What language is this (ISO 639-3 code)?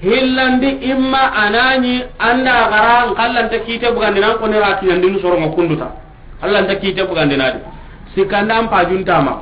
snk